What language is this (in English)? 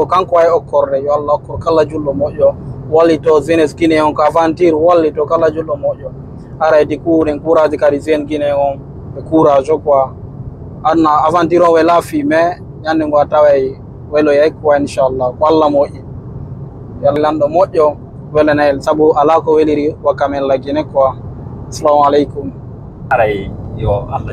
Fula